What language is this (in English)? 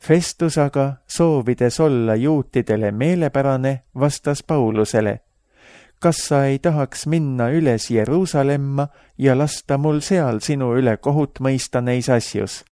Estonian